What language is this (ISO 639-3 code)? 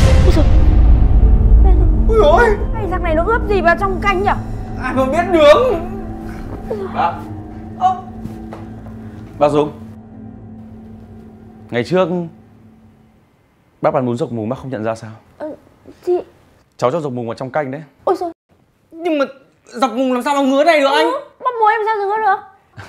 vie